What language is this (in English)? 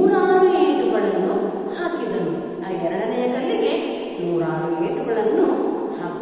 Kannada